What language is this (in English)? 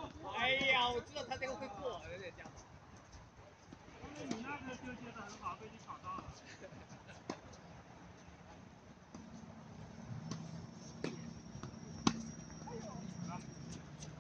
Chinese